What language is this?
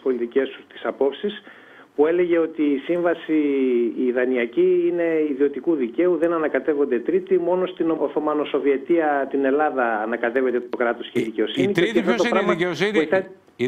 Greek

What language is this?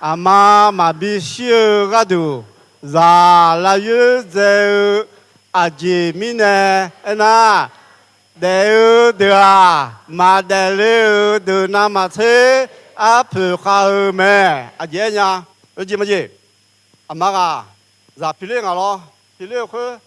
Akha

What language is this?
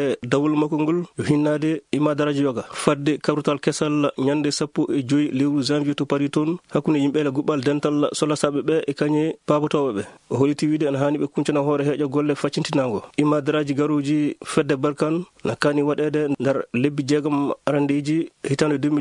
Fula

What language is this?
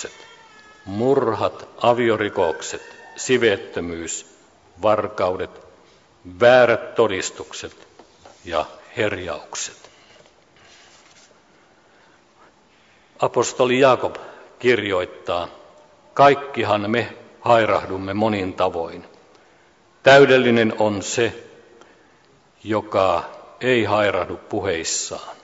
Finnish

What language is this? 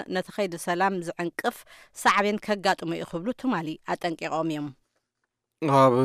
Tigrinya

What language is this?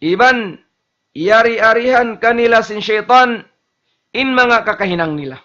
Tausug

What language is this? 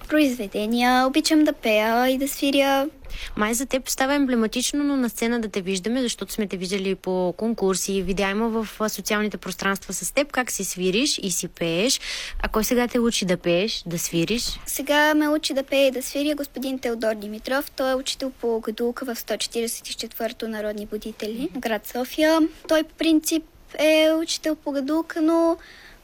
Bulgarian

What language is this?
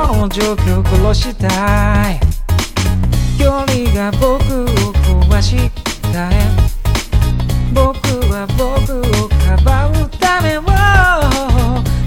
Japanese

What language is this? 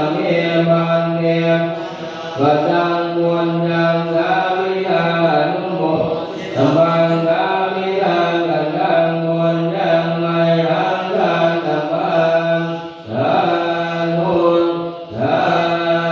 Pali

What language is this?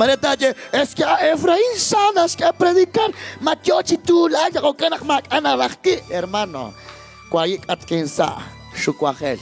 Kekchí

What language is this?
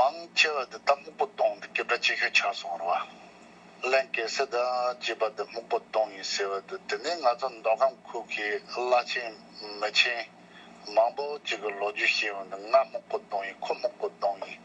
Tibetan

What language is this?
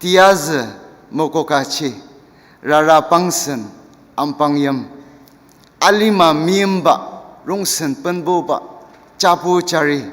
Ao Naga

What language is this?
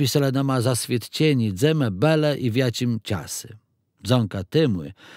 Kashubian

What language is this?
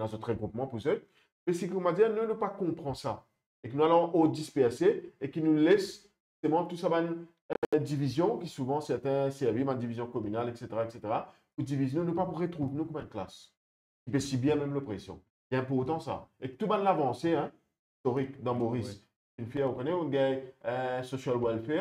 Morisyen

